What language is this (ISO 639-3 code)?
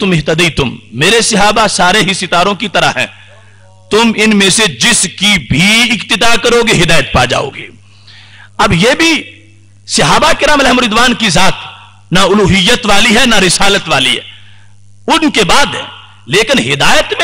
urd